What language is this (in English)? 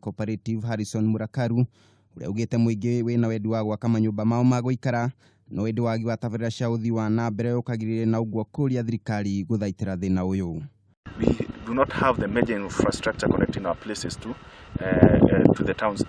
Kikuyu